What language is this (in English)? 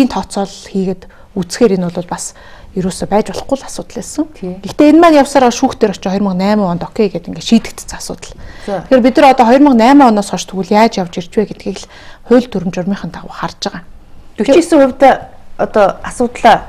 Mongolian